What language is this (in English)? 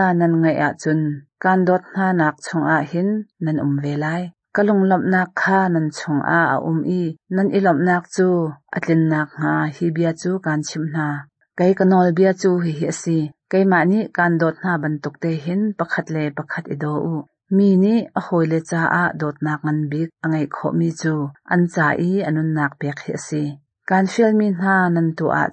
Hakha Chin